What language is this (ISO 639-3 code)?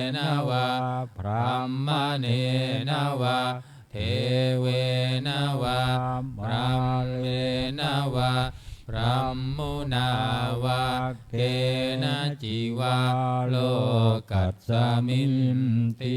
pli